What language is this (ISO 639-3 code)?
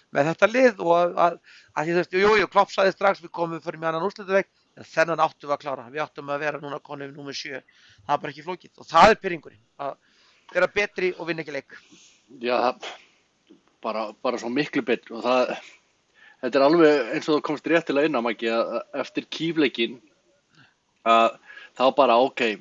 isl